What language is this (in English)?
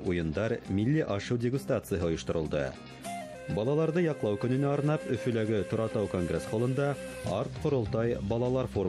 Bashkir